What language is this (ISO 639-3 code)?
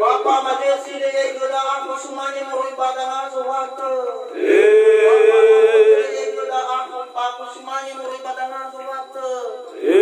nia